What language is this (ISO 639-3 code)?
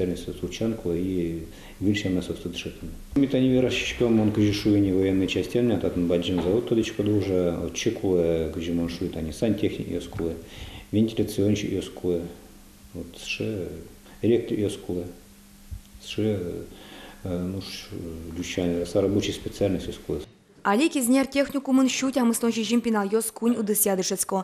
udm